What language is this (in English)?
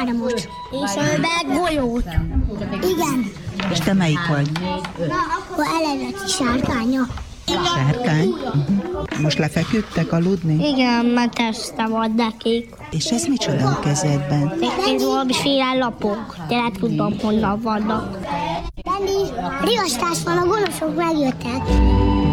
Hungarian